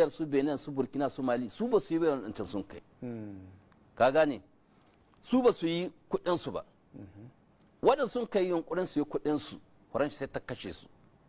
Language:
Hausa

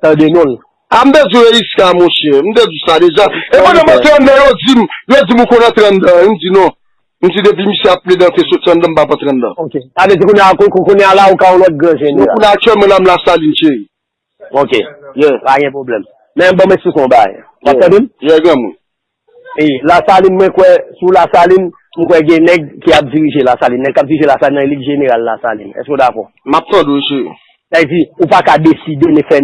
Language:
Haitian Creole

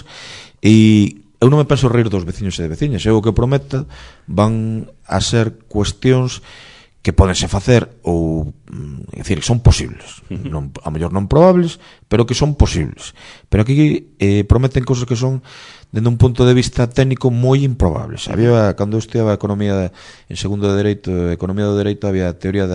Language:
Galician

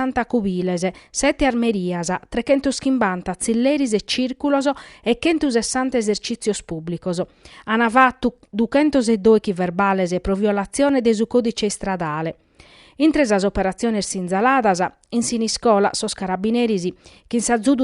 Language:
Sardinian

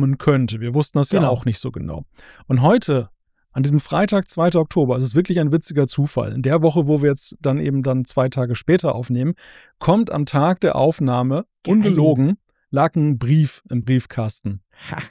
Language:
German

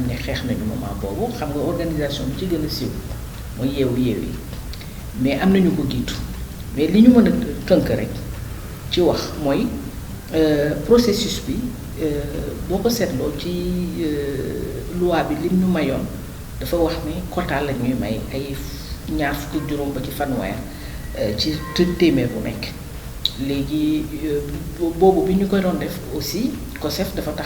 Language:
Wolof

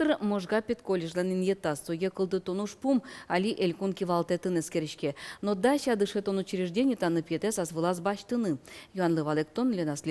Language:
Udmurt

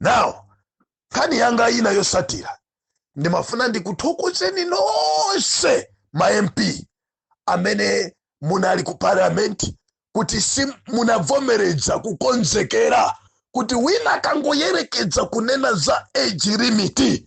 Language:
Nyanja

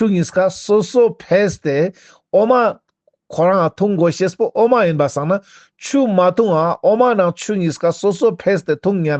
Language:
Ladakhi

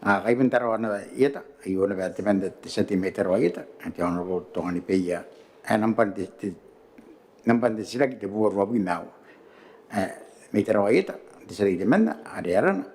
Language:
Gilbertese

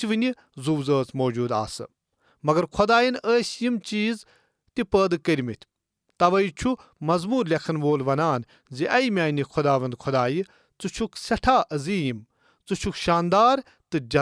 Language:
Kashmiri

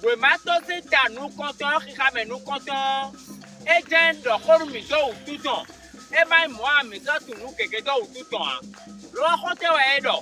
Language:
Fon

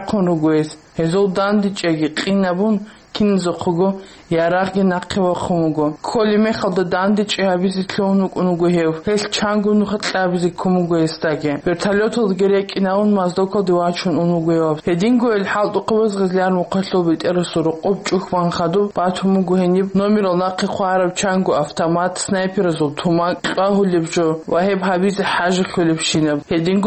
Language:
Avaric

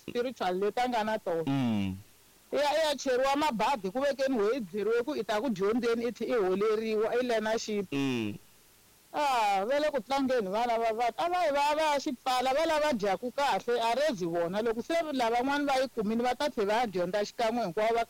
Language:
Tsonga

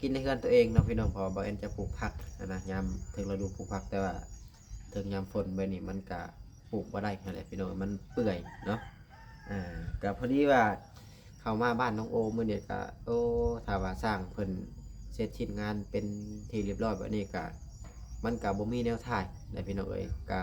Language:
Lao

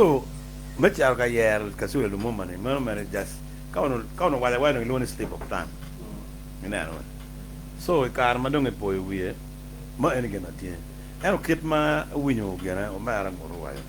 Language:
Acoli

